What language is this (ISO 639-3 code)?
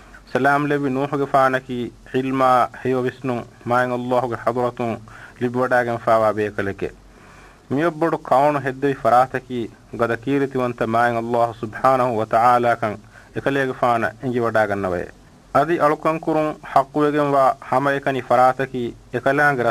div